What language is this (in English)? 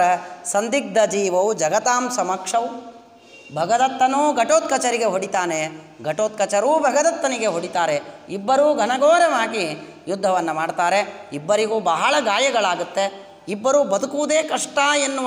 Kannada